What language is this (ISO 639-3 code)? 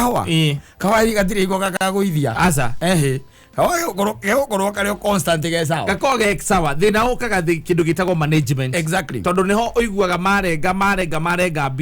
kik